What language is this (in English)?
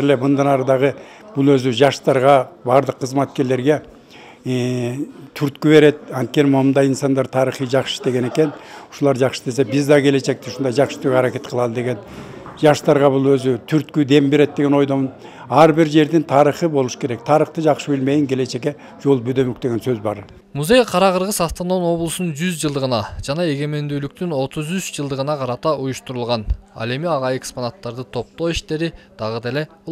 Kyrgyz